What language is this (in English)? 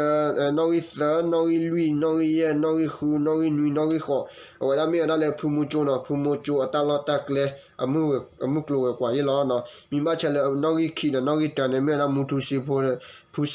S'gaw Karen